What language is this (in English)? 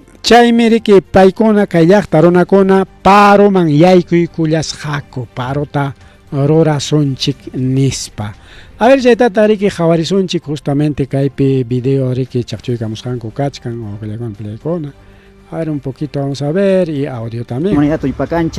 Ayacucho Quechua